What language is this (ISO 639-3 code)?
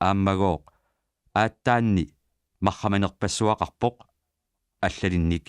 kal